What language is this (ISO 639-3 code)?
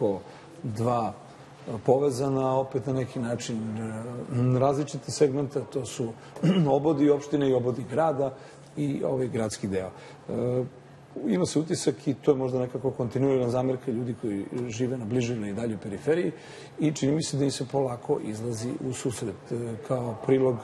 srp